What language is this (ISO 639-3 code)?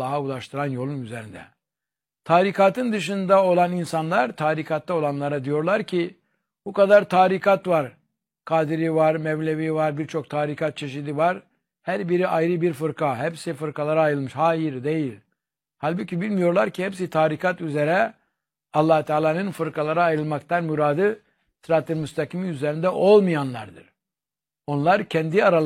tur